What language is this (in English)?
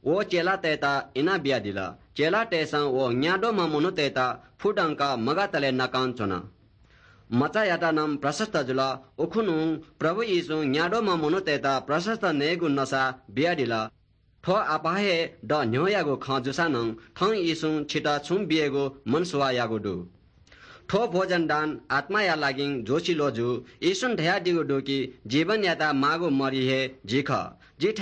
Newari